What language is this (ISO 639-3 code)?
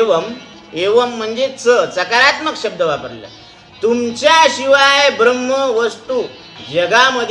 mar